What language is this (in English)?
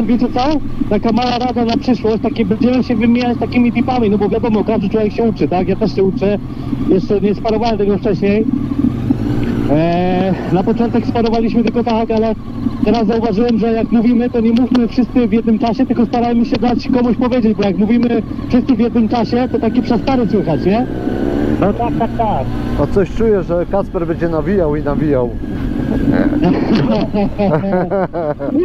Polish